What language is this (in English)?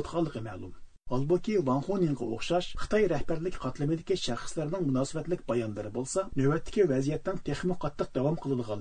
Uyghur